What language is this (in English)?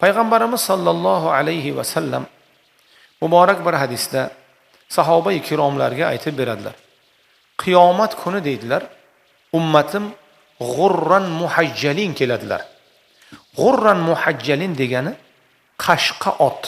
Uzbek